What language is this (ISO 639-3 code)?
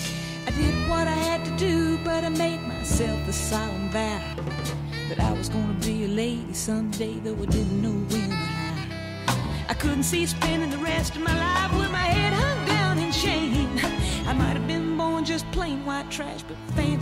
eng